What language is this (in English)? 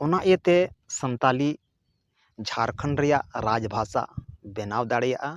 Santali